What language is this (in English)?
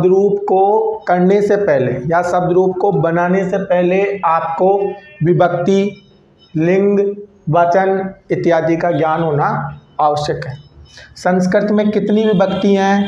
Hindi